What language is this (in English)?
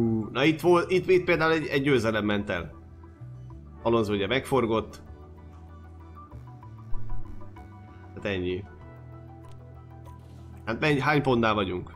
Hungarian